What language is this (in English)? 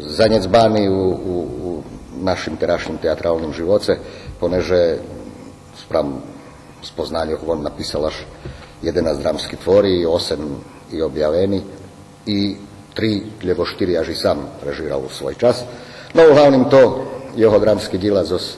Rusyn